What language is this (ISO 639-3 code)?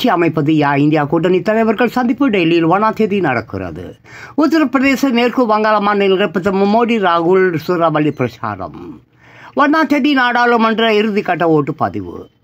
tam